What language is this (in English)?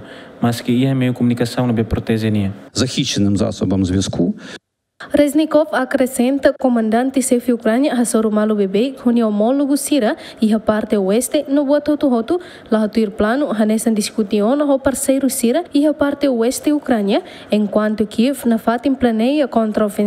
Tetum